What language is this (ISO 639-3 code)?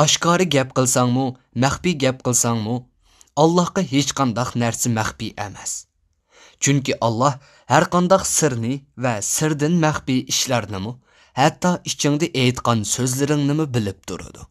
uig